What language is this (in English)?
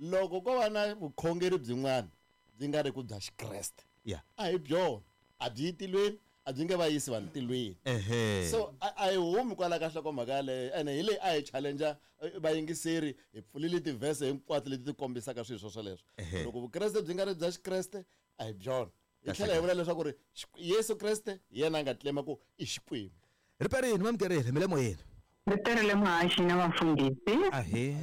Tsonga